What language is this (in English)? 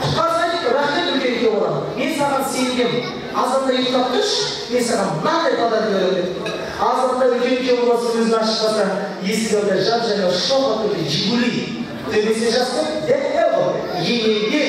Kazakh